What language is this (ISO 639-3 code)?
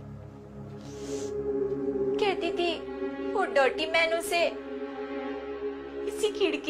hin